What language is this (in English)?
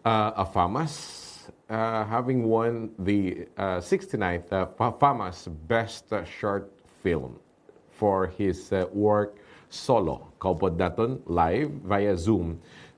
Hiligaynon